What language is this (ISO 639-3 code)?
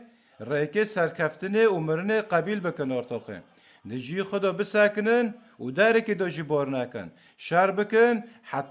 kur